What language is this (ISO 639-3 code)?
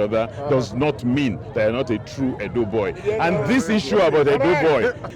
pcm